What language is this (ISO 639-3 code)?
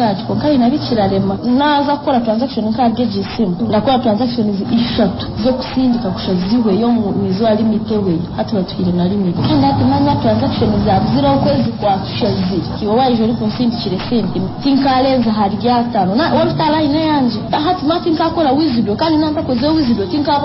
nyn